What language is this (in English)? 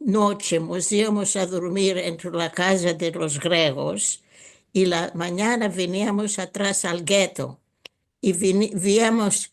Ladino